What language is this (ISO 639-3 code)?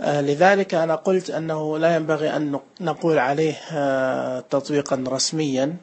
ars